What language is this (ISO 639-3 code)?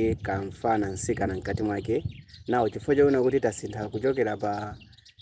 nya